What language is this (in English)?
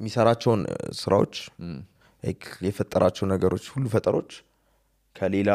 Amharic